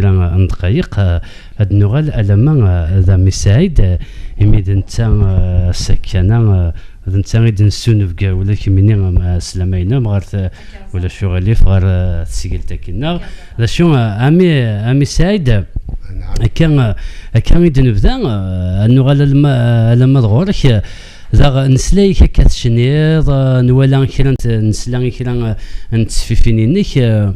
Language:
Kabyle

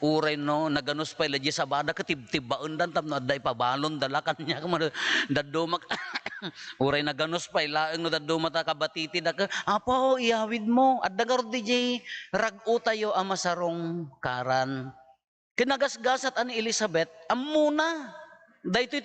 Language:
Iloko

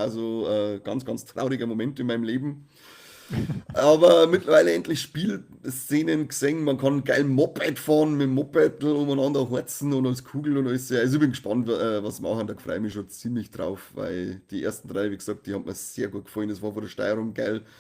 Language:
Bavarian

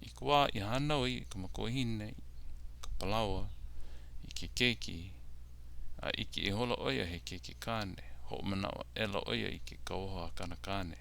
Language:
Hawaiian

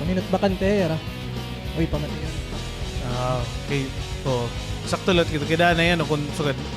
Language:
Waray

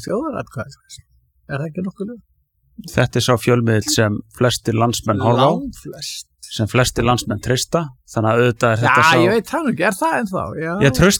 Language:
Icelandic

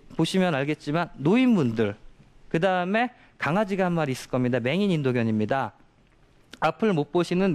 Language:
Korean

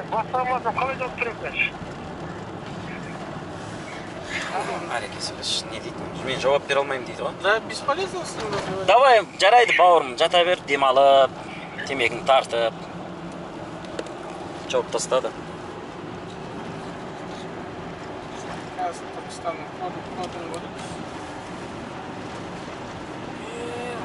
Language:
Kazakh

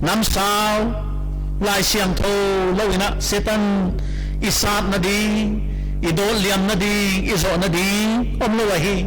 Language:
Paite Chin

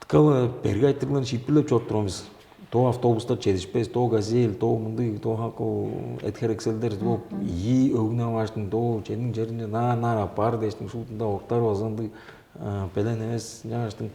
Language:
Tuvinian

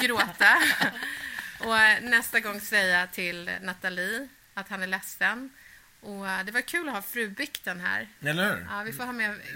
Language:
Swedish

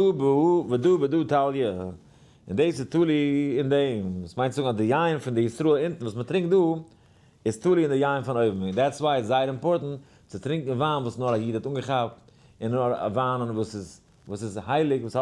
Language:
Yiddish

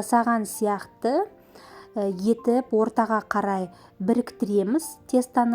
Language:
Kazakh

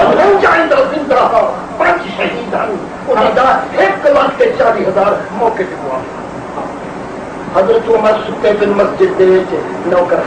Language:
Saraiki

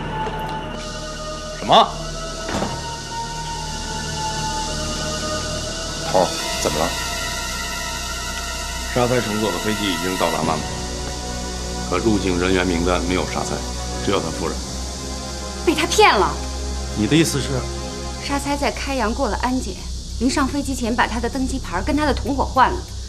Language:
Chinese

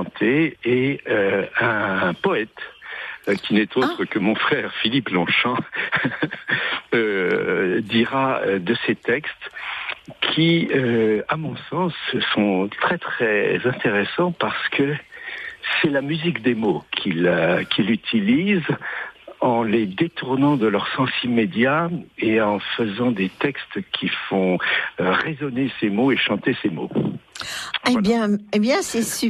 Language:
French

